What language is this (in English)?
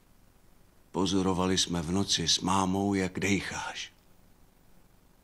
Czech